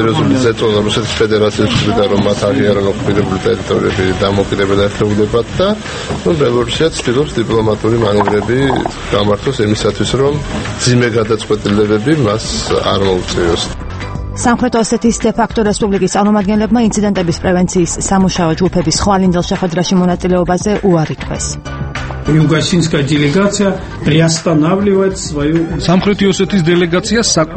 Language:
Georgian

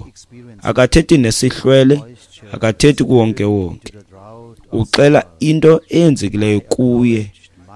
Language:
Xhosa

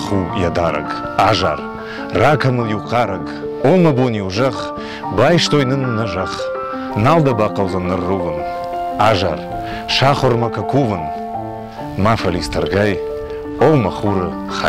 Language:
Ossetic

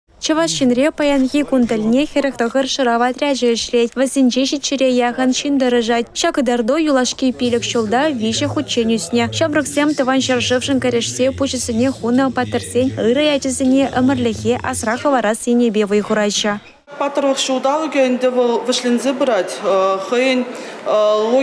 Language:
Chuvash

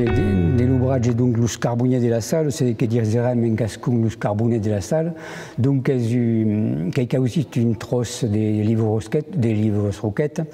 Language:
Occitan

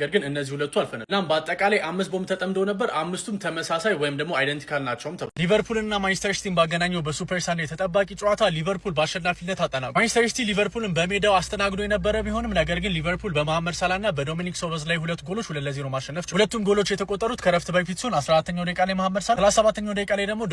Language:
Amharic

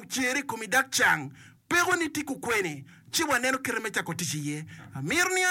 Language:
Acoli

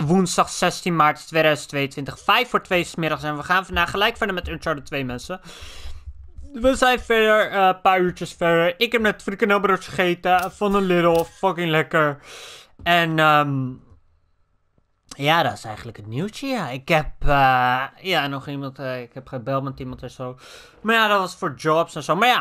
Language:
Dutch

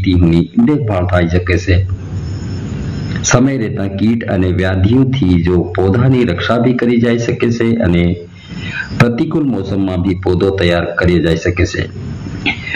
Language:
Gujarati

